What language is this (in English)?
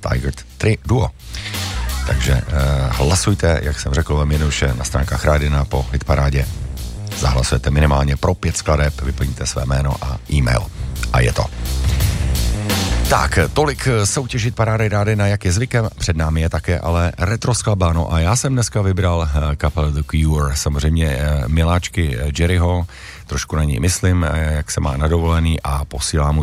Czech